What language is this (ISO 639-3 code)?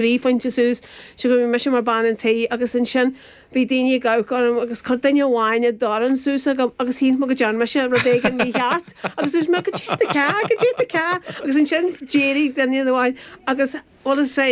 gle